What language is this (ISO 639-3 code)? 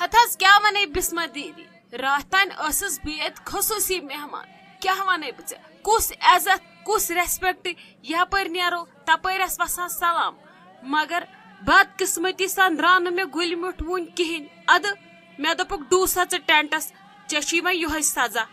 kas